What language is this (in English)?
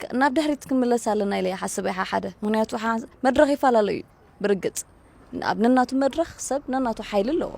Tigrinya